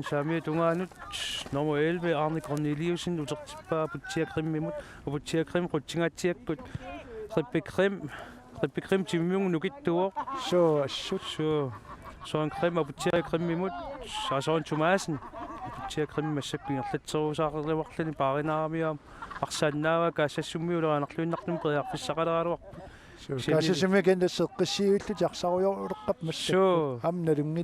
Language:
Kalaallisut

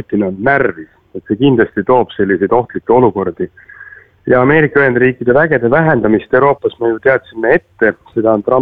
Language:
Estonian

